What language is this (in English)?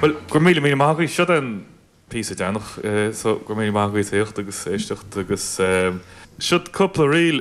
Irish